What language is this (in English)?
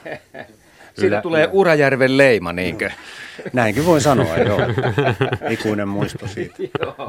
Finnish